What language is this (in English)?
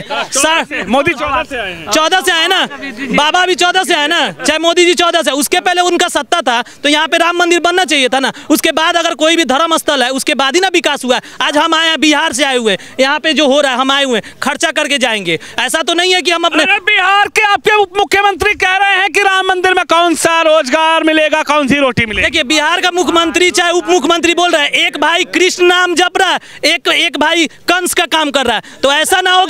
Hindi